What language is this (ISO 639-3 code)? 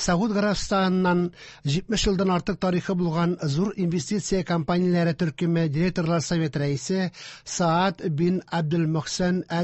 tat